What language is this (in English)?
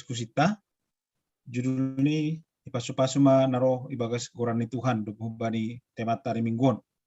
Batak Simalungun